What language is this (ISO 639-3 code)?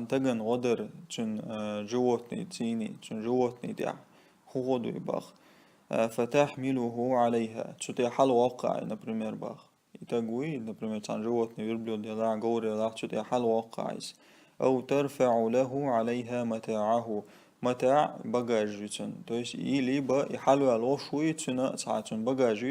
che